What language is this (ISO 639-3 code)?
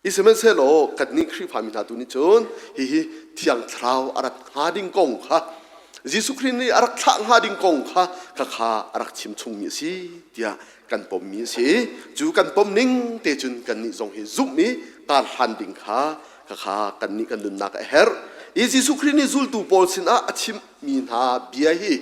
cnh